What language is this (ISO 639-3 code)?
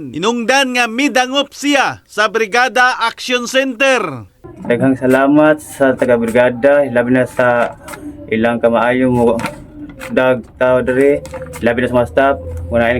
ceb